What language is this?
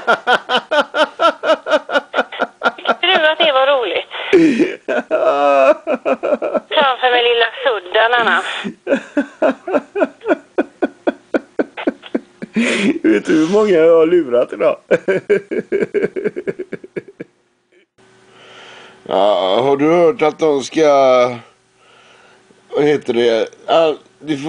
Swedish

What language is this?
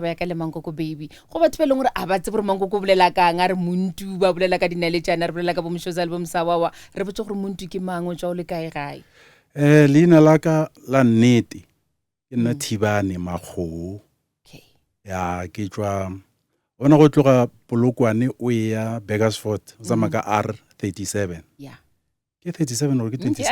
Northern Sotho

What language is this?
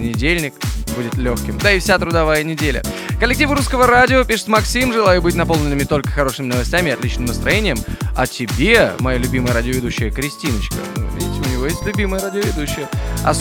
Russian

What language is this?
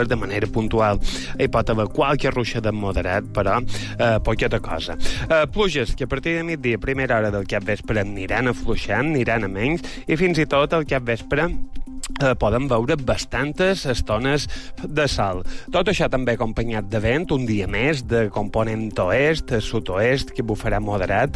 Catalan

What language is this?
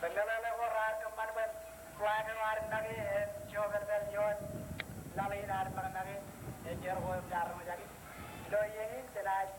Marshallese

